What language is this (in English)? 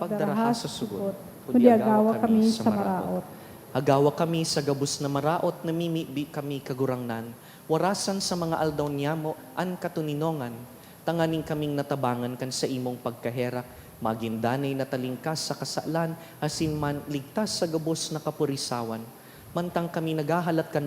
Bikol